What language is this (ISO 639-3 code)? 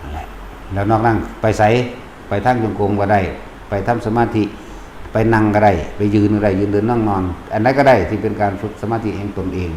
tts